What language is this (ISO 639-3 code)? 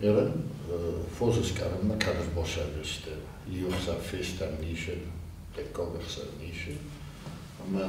oss